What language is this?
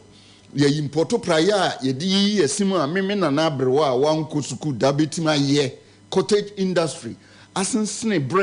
Akan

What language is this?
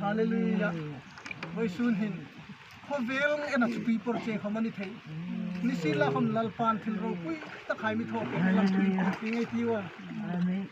Hmar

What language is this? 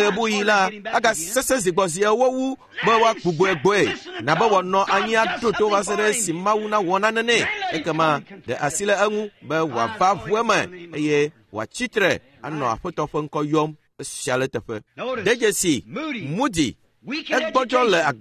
Ewe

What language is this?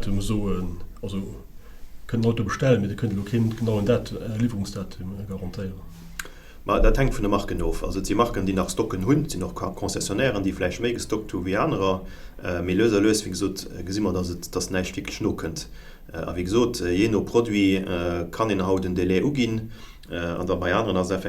Luxembourgish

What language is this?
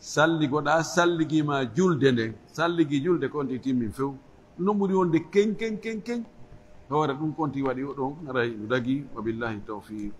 Fula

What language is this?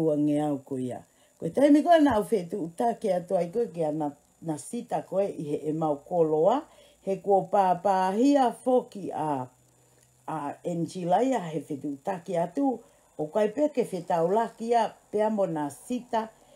Tongan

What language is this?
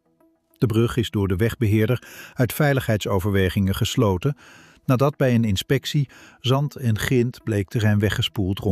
Dutch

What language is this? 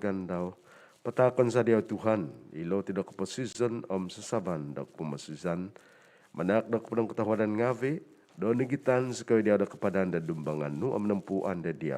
Central Dusun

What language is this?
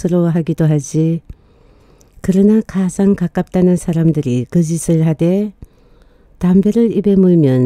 Korean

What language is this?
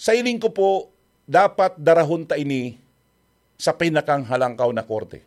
Bikol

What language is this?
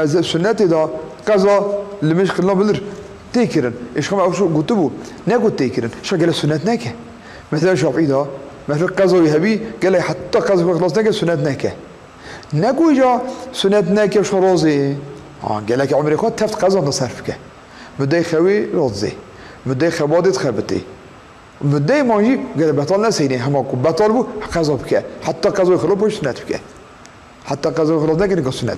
Kurdish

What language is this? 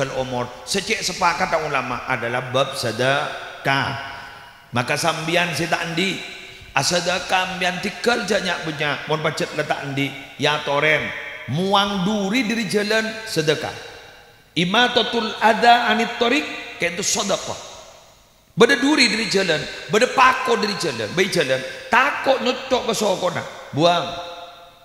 Madurese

